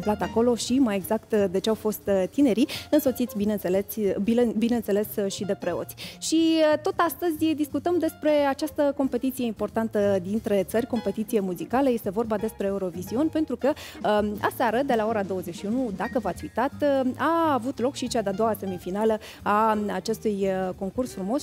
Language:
Romanian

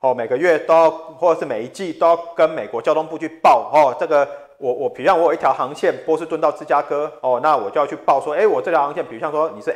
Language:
Chinese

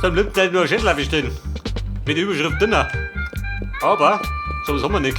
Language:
Bavarian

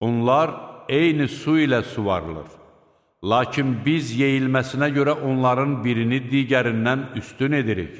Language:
Azerbaijani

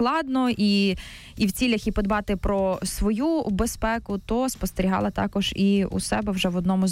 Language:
Ukrainian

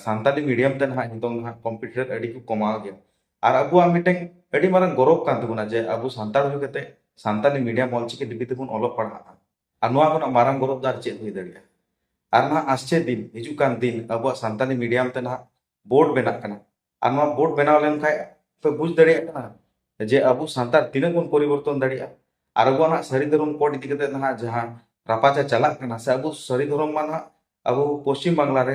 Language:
Santali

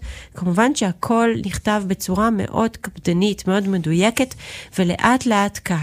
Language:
Hebrew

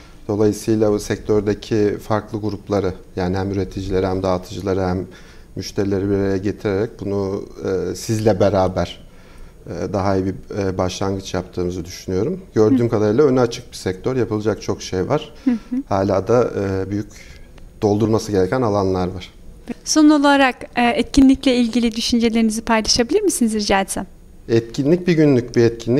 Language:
Turkish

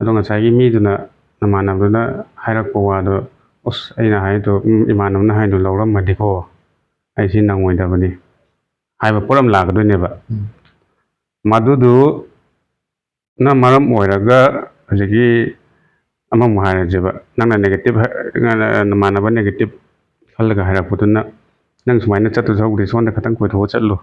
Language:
Manipuri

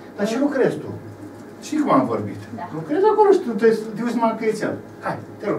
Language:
Romanian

